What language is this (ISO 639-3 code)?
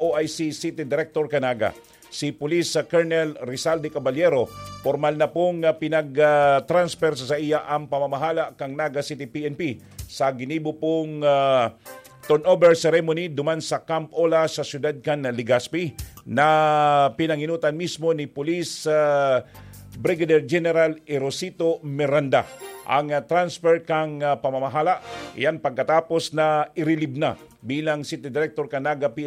bik